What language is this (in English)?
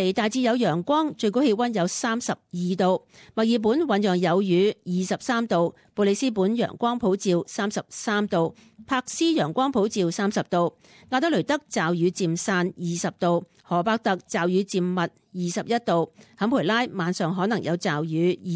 Cantonese